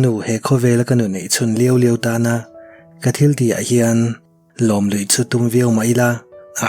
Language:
Mizo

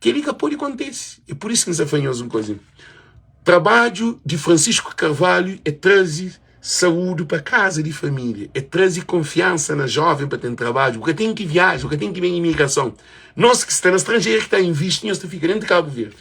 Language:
Kabuverdianu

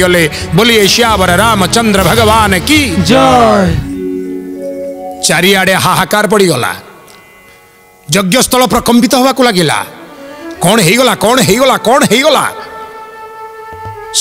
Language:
Odia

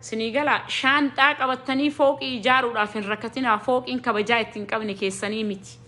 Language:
Oromo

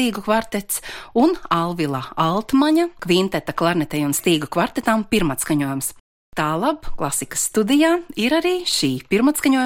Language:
Latvian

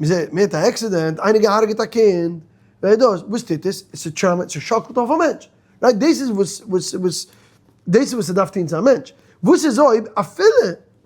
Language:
Yiddish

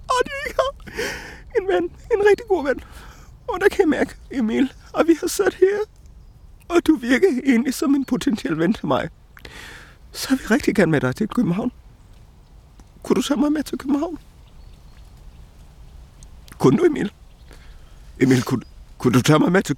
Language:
Danish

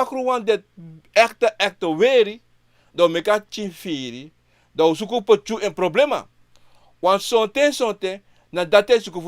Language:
Sranan Tongo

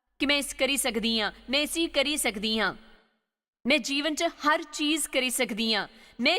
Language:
Dogri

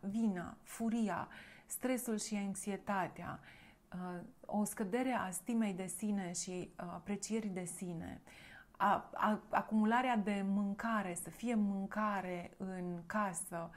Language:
Romanian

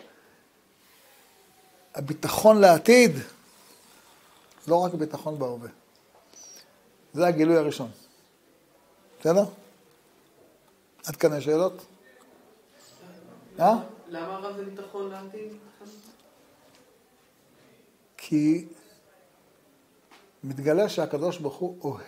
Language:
Hebrew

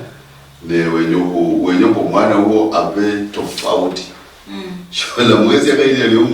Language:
Luyia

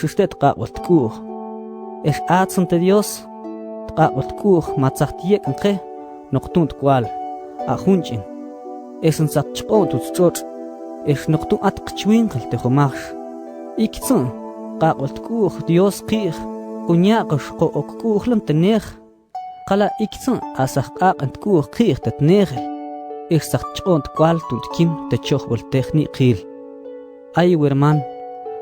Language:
Mam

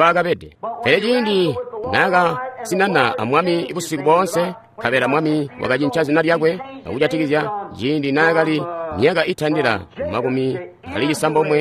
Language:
Tonga (Zambia)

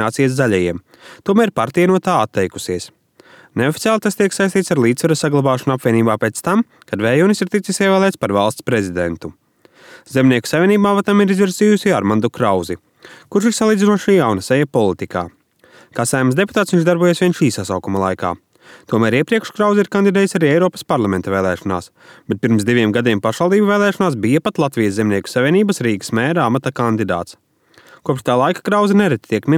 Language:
Latvian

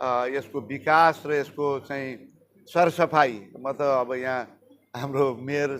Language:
Nepali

